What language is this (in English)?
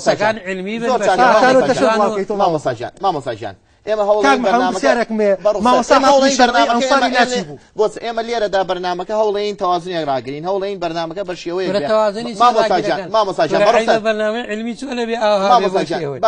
Central Kurdish